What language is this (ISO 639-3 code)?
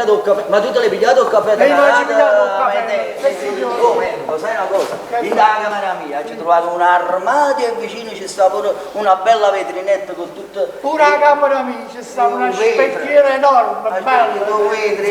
nap